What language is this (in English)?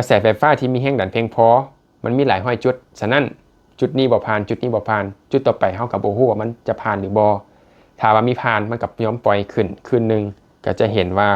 Lao